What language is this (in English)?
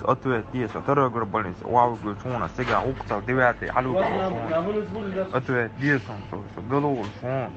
Chechen